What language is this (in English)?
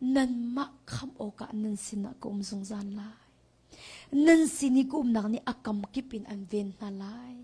Hakha Chin